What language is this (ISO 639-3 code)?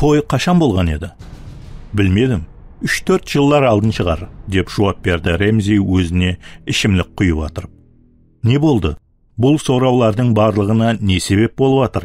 kaa